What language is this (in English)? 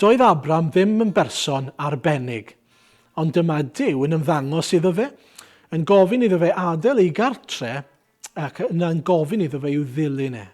Welsh